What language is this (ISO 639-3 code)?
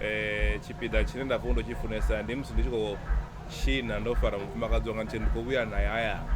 ven